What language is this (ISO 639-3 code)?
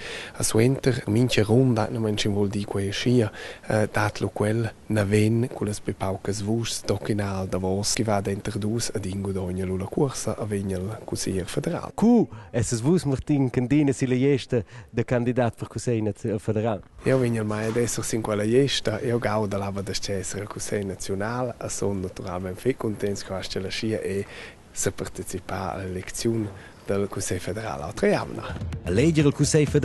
roh